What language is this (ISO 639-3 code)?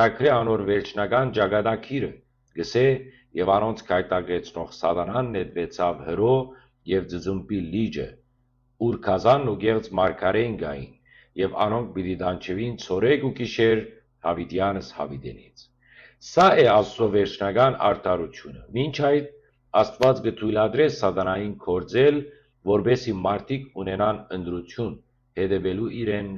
hyw